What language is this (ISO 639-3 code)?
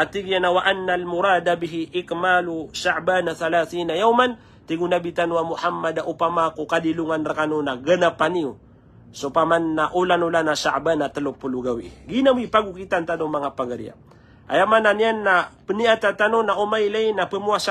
mrw